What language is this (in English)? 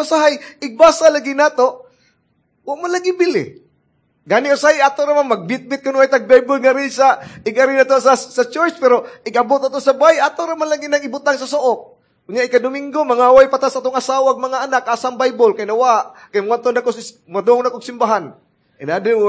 Cebuano